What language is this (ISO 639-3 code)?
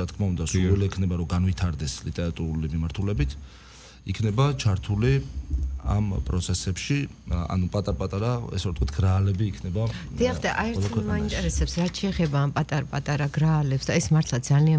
kat